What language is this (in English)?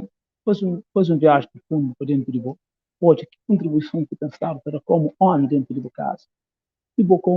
Kabuverdianu